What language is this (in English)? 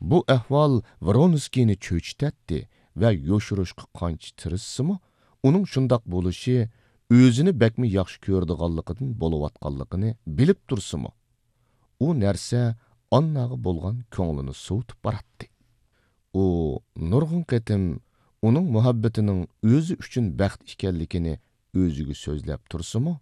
Uyghur